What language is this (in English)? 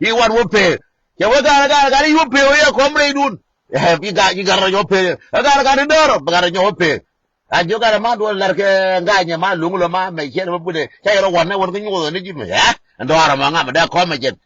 Nuer